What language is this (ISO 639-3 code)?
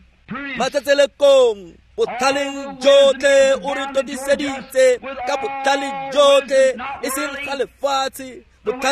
tsn